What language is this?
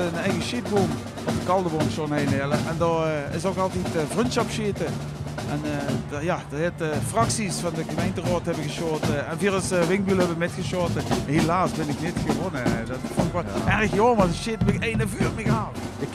Limburgish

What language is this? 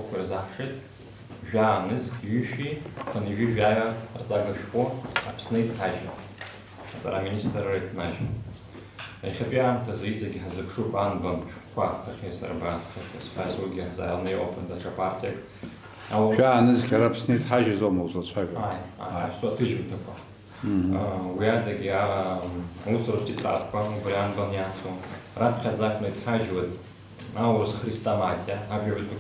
Abkhazian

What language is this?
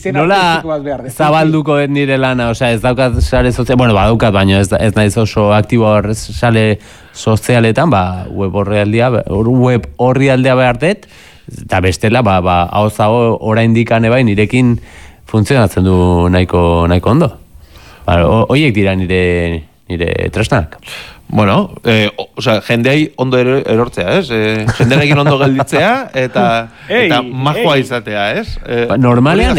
Basque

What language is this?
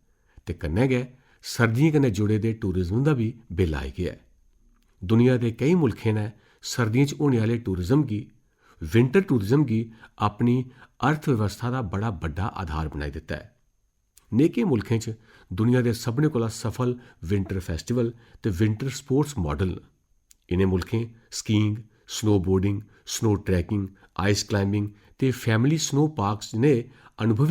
Dogri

